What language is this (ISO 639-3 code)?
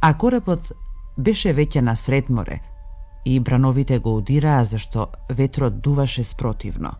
mkd